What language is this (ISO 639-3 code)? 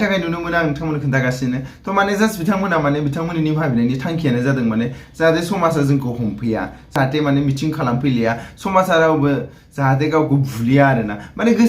brx